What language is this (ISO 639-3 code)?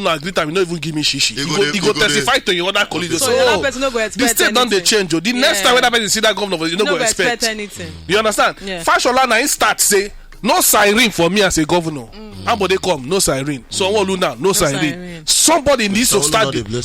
pcm